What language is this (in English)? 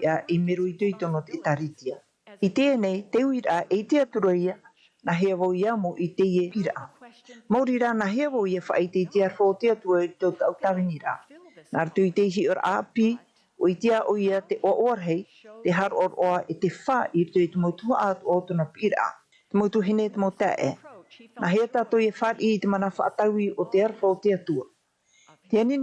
Tahitian